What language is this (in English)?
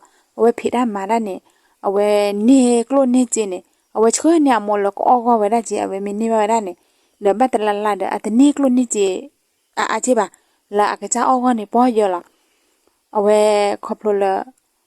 S'gaw Karen